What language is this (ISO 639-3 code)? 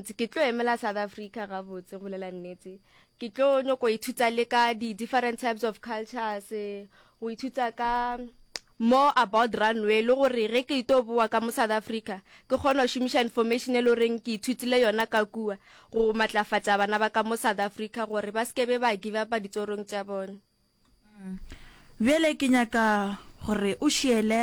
nso